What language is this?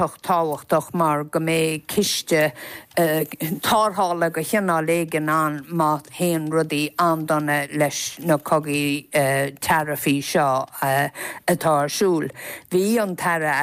Irish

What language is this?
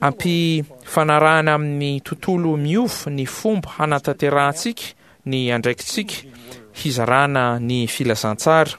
Malagasy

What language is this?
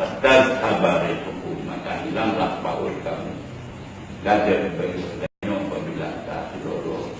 Achinese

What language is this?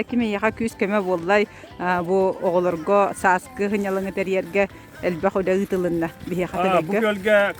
Yakut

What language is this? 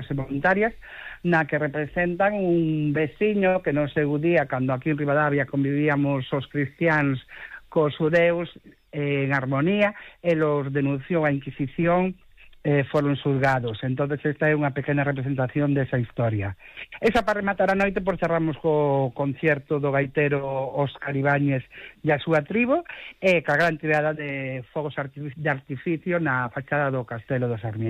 Galician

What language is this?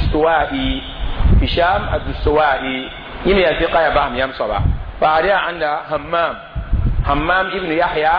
Mossi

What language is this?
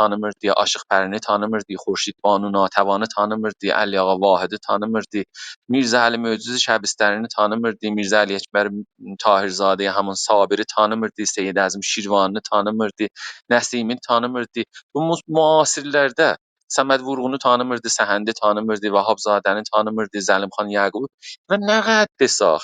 South Azerbaijani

